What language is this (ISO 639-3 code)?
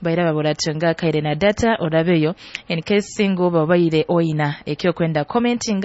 nyo